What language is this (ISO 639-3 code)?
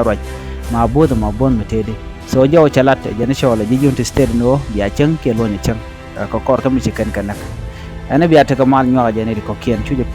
nus